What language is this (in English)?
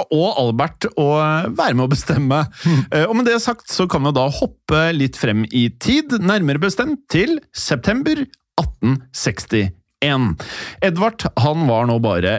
Norwegian